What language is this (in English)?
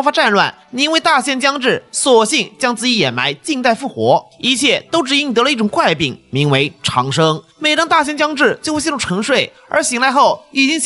Chinese